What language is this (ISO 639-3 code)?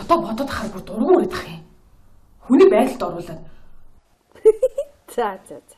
mon